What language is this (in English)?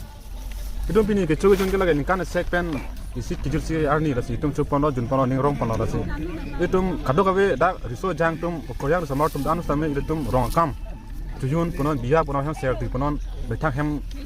Karbi